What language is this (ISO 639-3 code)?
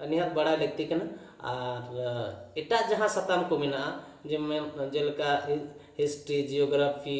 sat